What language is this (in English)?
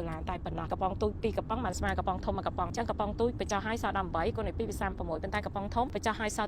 Khmer